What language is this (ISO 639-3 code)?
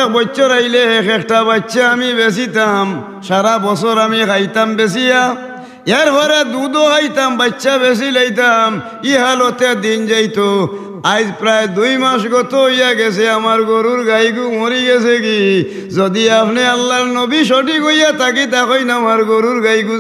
syl